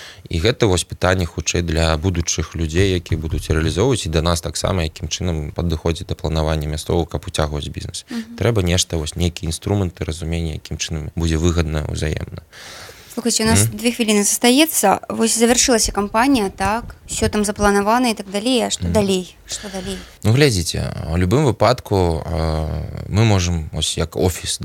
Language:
Belarusian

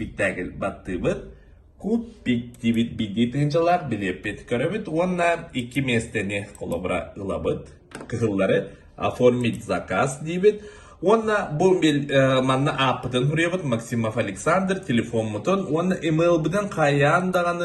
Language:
Yakut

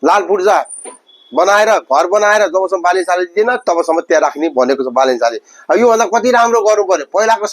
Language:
Nepali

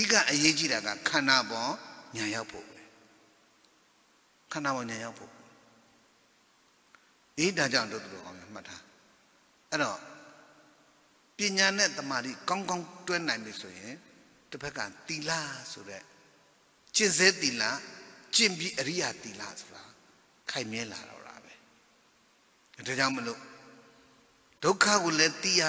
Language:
Burmese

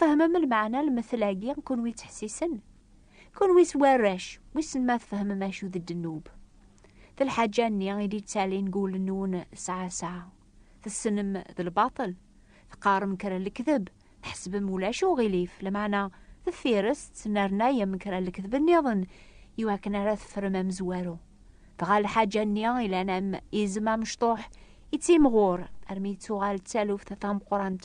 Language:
Kabyle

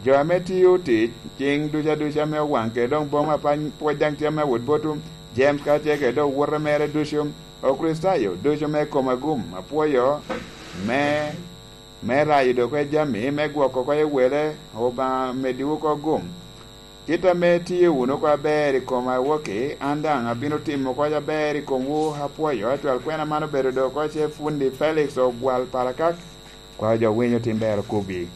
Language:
Lango (Uganda)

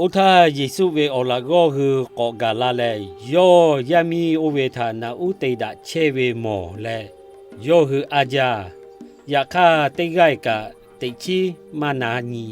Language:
Lahu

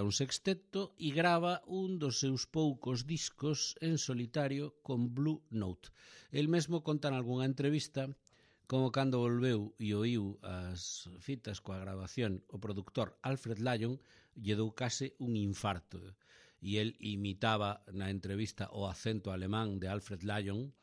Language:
Galician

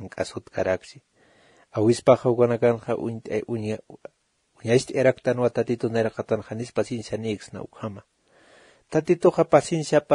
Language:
Aymara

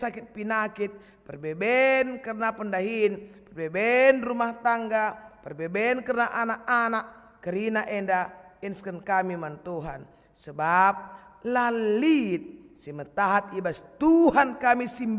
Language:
Batak Karo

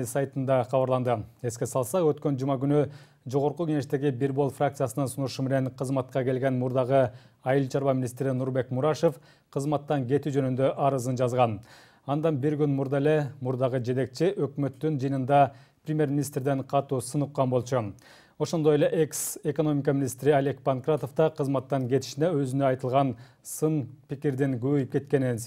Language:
Kyrgyz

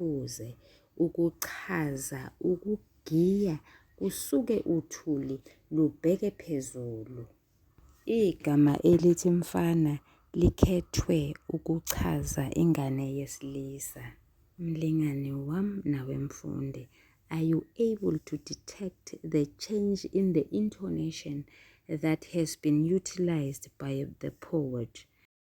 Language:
Zulu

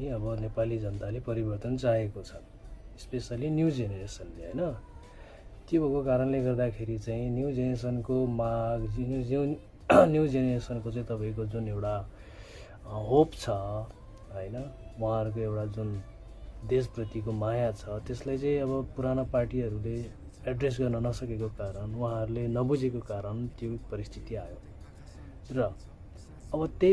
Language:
Nepali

